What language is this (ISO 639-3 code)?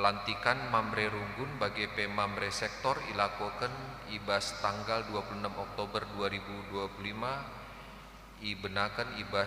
btx